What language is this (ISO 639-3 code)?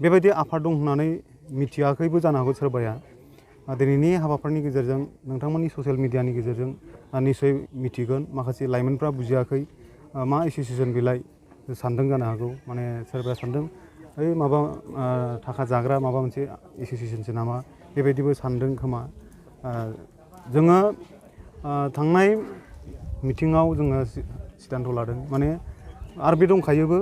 brx